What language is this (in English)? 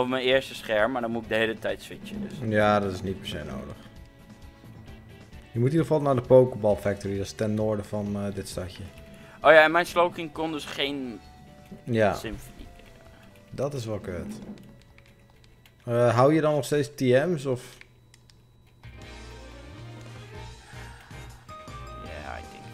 Dutch